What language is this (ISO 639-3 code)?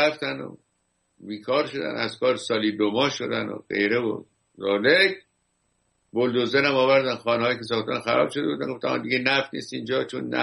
fas